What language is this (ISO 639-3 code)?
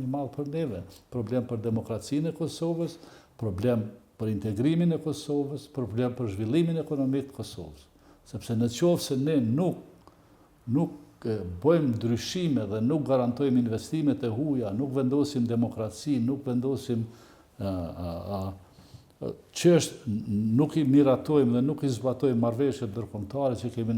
sqi